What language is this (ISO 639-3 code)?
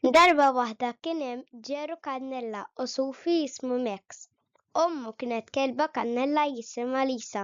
mlt